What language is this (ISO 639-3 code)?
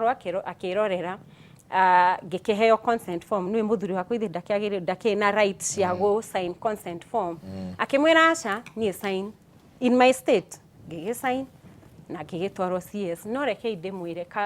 kik